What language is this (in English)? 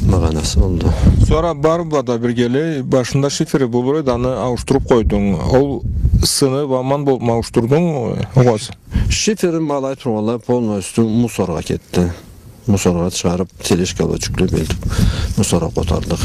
Karachay-Balkar